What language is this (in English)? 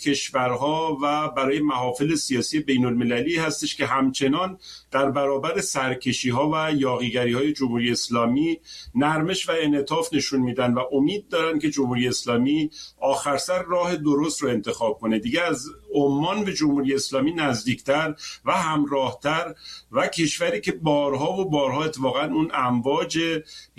Persian